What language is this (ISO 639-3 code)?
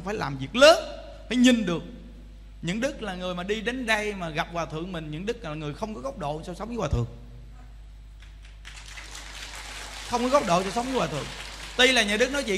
vie